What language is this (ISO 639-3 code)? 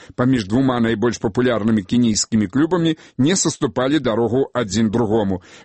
bel